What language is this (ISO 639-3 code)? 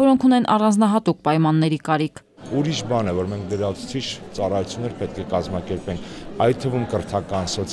hye